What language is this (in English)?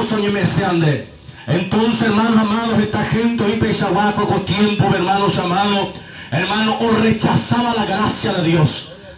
Guarani